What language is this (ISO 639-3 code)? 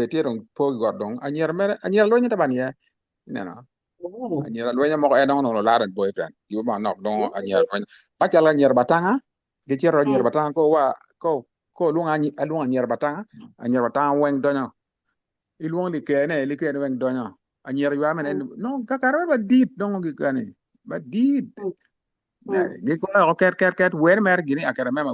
ach